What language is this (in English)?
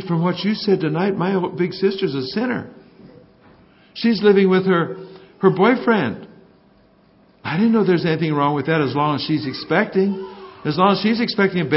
English